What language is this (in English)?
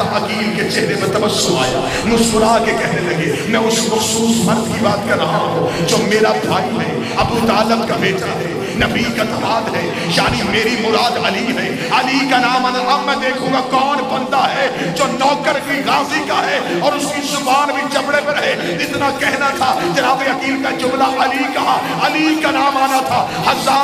Urdu